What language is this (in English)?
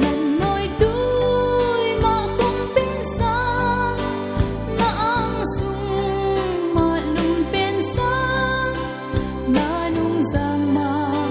Paite Chin